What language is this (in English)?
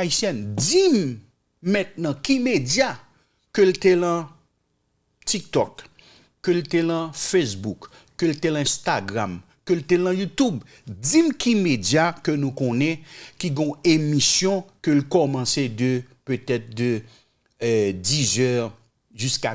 Haitian Creole